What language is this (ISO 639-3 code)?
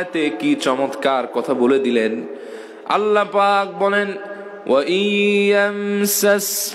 ben